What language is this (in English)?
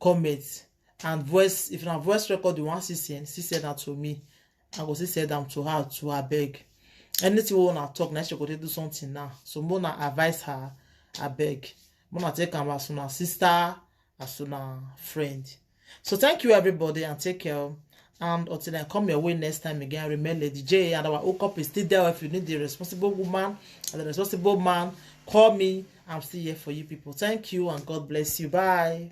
Nigerian Pidgin